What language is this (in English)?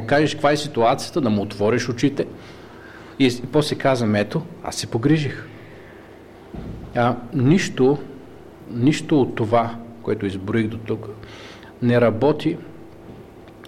Bulgarian